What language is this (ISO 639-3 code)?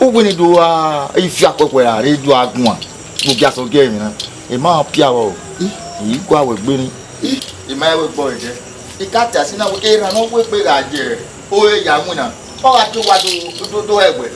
bin